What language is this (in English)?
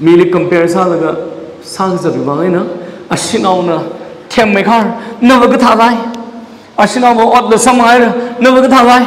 Tangkhul Naga (India)